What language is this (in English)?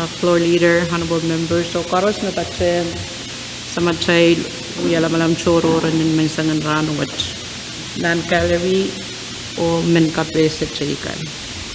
Pohnpeian